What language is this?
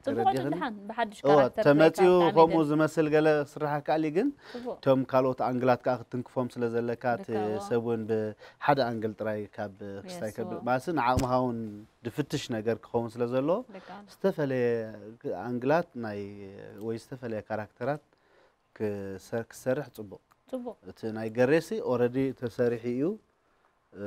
Tigrinya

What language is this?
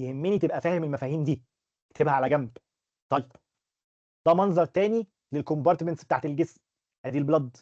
Egyptian Arabic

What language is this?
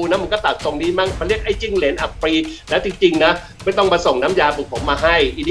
Thai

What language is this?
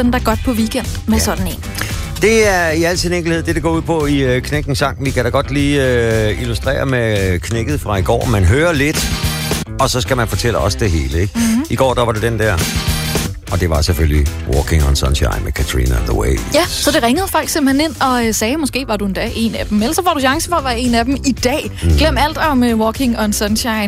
Danish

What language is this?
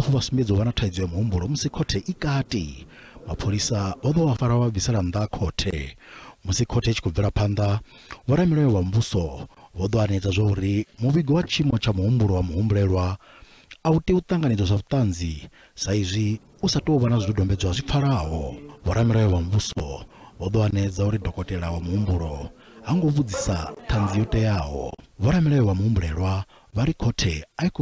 Venda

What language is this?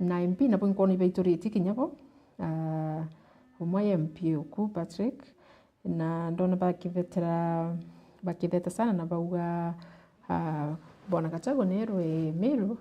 Meru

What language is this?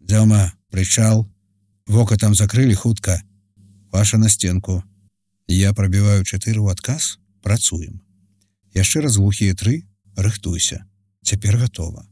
Belarusian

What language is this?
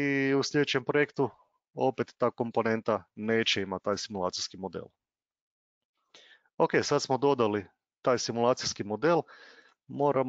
Croatian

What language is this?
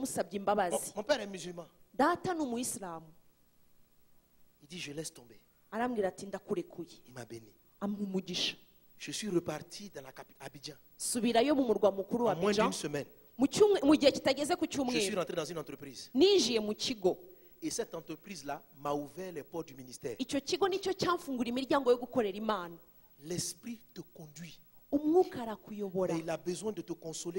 Kinyarwanda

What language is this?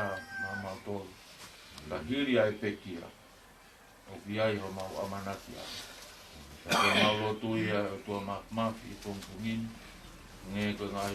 Tongan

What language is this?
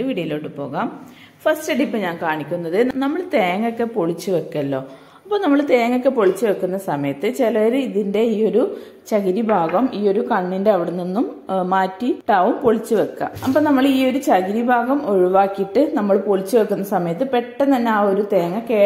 Malayalam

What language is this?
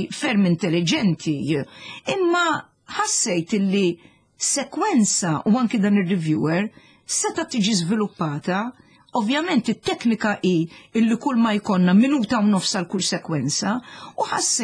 Maltese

